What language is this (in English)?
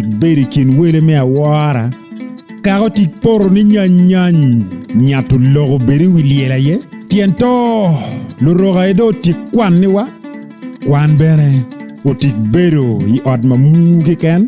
Acoli